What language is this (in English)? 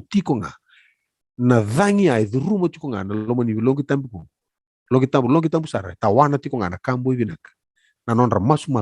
Fijian